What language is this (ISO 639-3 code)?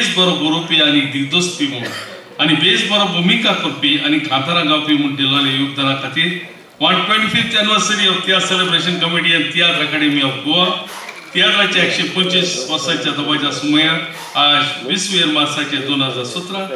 kok